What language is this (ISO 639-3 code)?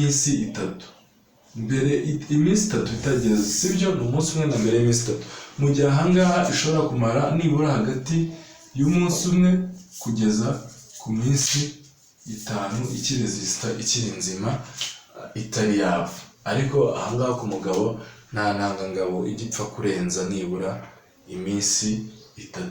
kin